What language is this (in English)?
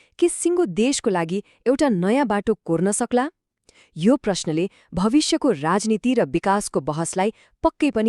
Nepali